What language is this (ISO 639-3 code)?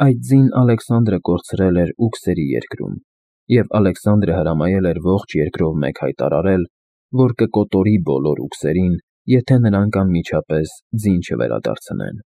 hye